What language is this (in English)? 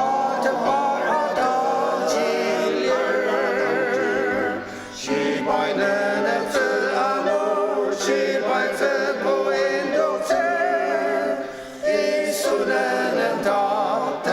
Ao Naga